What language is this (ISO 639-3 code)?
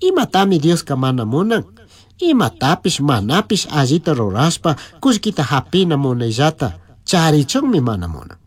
qug